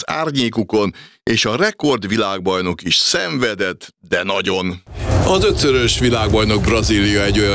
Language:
Hungarian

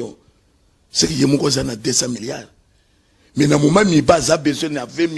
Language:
Lingala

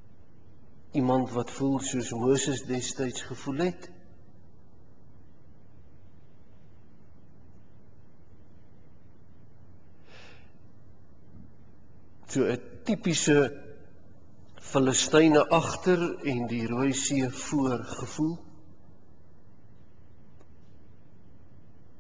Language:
Afrikaans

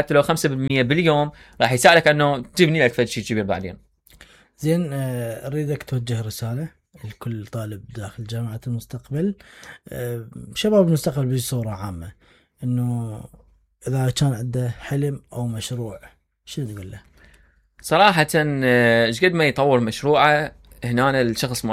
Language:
Mesopotamian Arabic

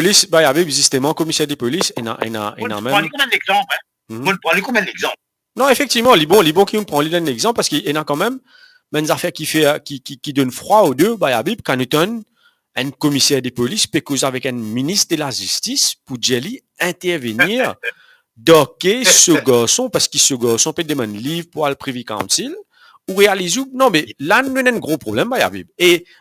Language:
Morisyen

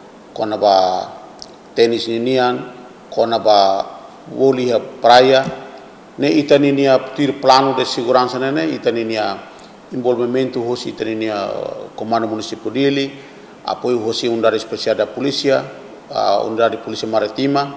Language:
Tetum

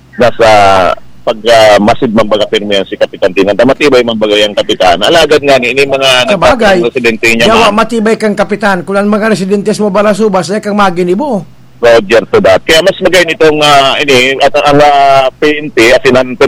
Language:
Bikol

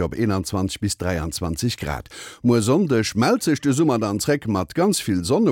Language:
Luxembourgish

